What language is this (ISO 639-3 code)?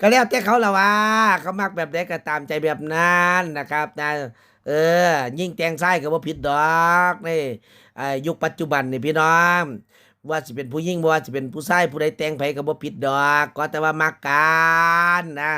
tts